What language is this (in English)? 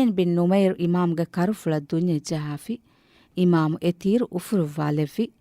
Divehi